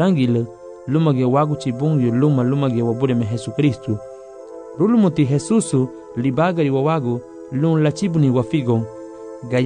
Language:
Garifuna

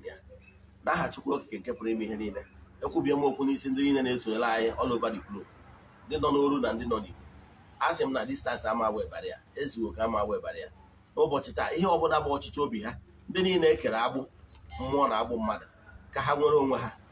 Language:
Igbo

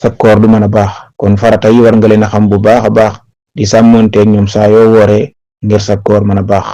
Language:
Wolof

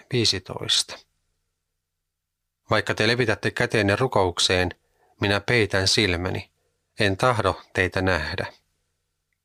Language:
Finnish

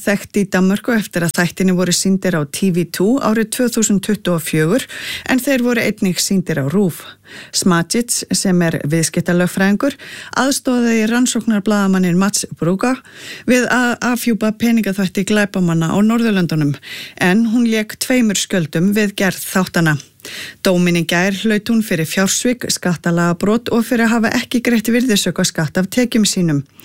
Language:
Icelandic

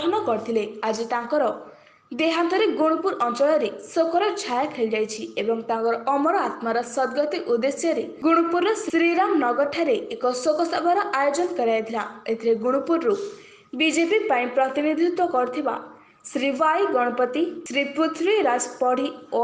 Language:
Odia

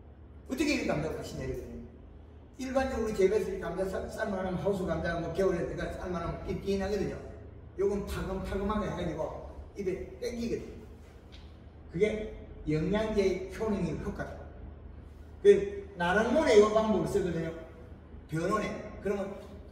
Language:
Korean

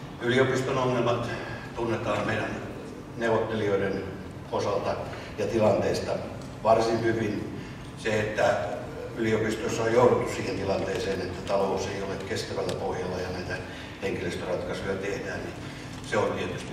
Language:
Finnish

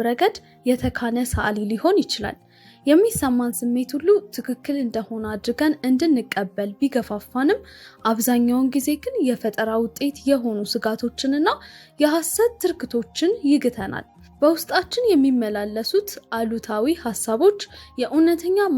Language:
Amharic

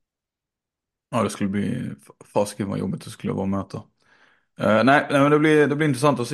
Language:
Swedish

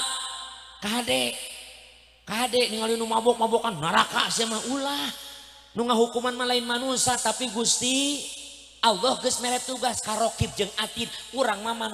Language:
Sundanese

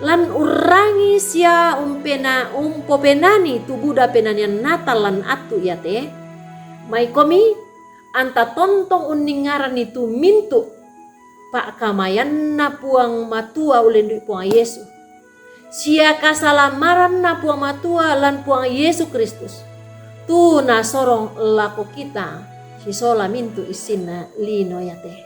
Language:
Toraja-Sa'dan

